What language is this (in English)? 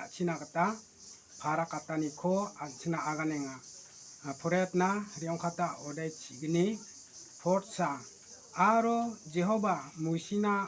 Garo